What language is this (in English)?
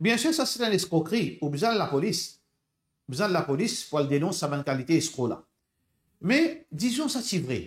Morisyen